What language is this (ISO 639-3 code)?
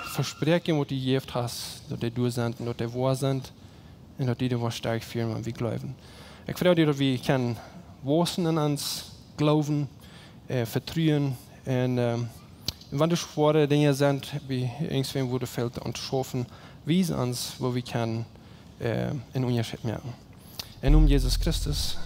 pdt